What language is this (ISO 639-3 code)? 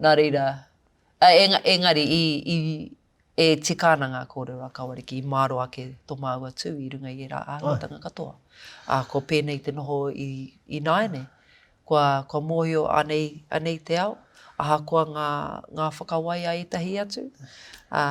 mri